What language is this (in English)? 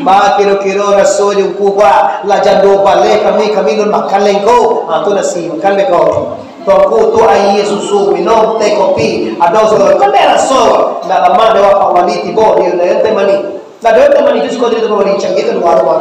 Minangkabau